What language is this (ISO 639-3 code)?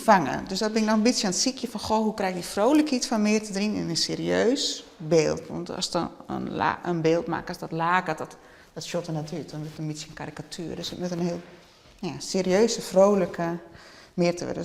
fry